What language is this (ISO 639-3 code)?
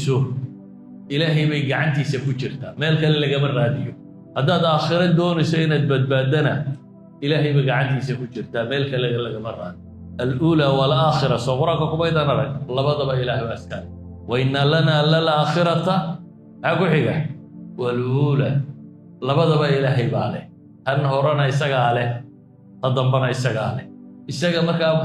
som